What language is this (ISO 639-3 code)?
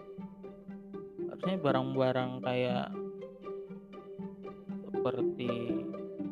ind